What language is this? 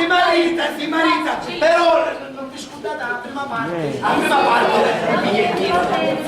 Sicilian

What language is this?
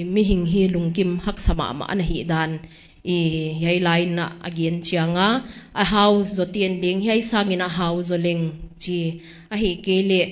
Paite Chin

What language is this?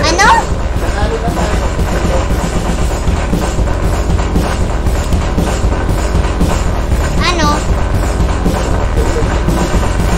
Filipino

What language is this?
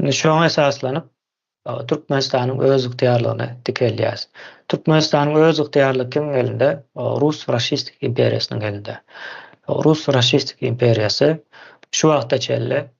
Turkmen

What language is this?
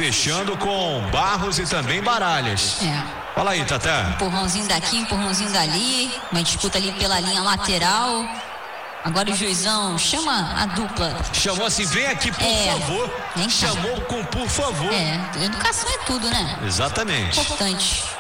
Portuguese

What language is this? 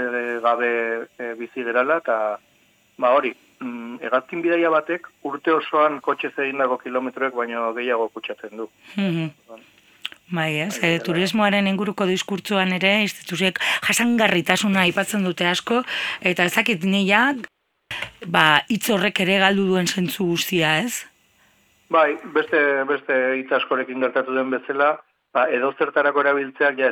Basque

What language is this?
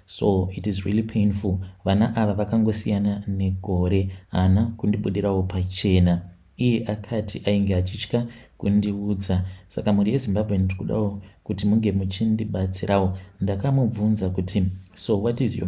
Shona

